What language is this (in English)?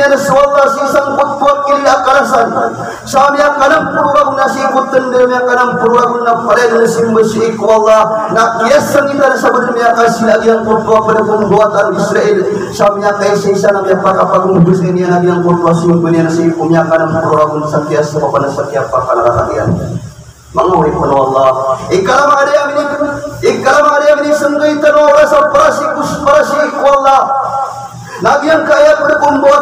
Maranao